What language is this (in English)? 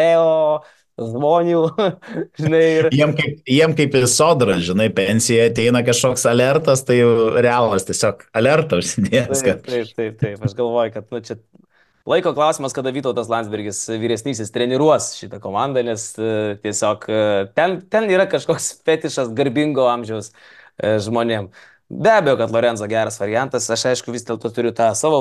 Lithuanian